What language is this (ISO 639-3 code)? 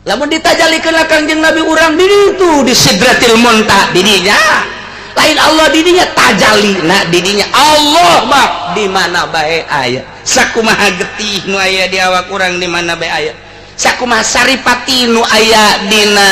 sun